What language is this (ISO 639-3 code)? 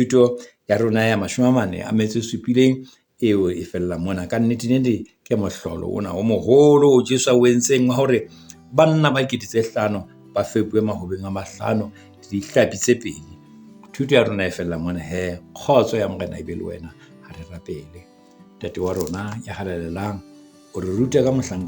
sot